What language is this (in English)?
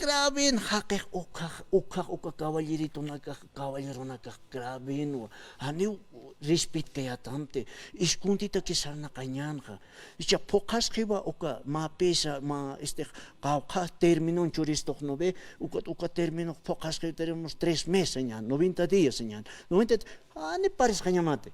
Aymara